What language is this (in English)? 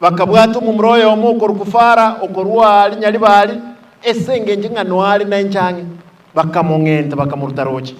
Gusii